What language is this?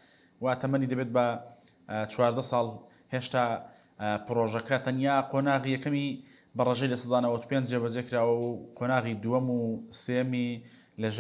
Central Kurdish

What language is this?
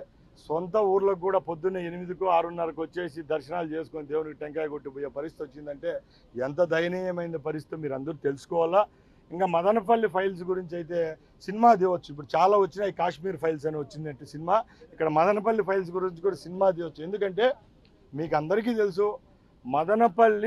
Telugu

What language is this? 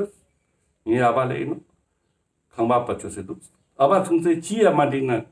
Ladakhi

